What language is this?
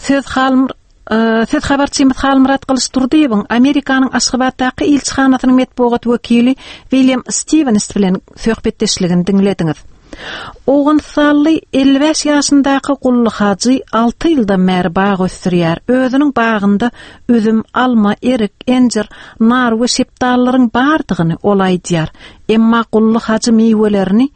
Turkmen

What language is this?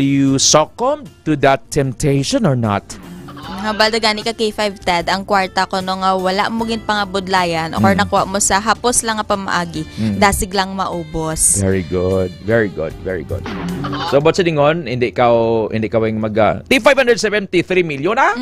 Hiligaynon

